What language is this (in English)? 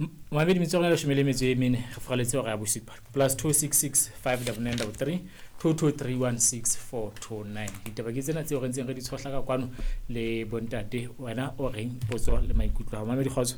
Southern Sotho